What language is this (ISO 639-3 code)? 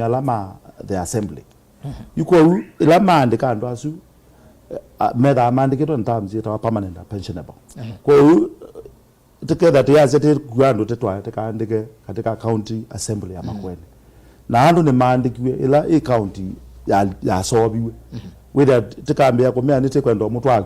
kam